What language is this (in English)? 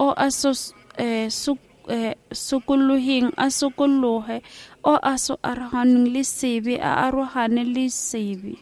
Southern Sotho